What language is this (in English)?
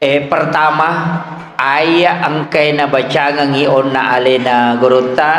Buginese